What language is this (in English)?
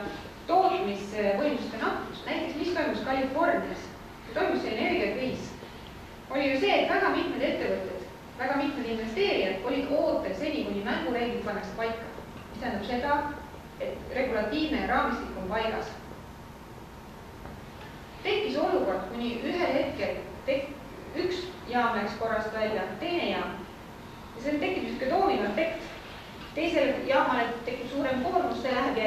Estonian